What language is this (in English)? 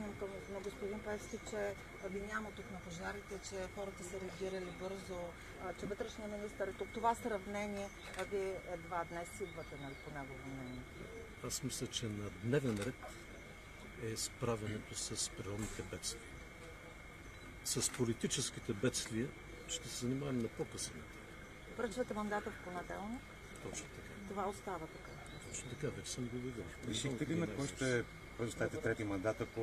Bulgarian